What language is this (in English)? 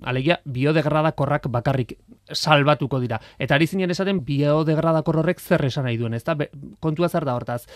Basque